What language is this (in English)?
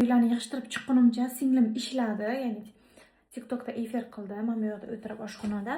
Uzbek